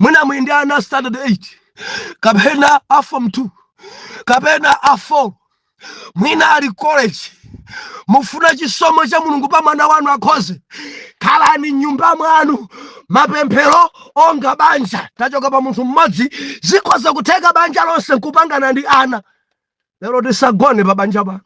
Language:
Nyanja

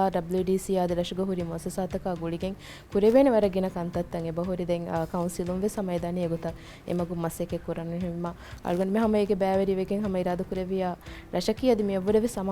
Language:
Divehi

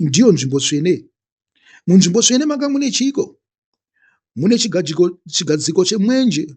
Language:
Shona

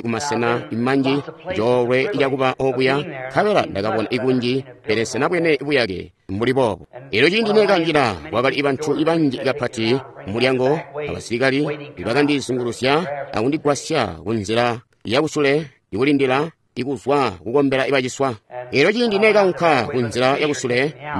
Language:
Tonga (Zambia)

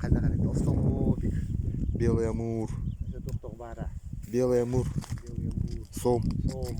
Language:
Yakut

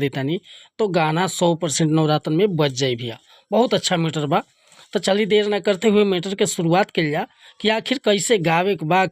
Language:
Bhojpuri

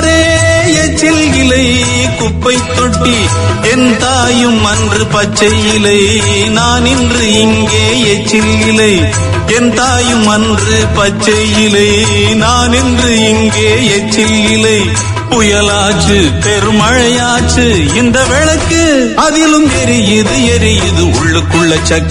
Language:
Tamil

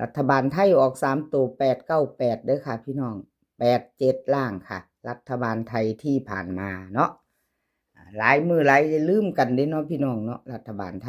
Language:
Lao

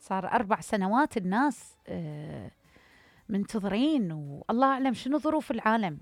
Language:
Mesopotamian Arabic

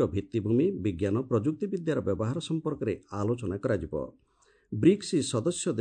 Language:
Odia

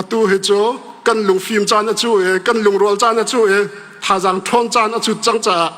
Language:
Hakha Chin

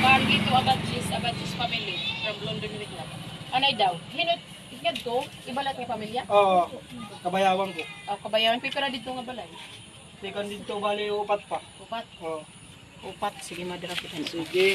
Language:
Waray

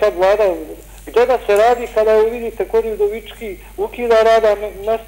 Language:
Serbian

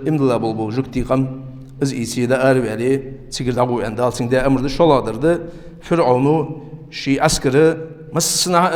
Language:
Ingush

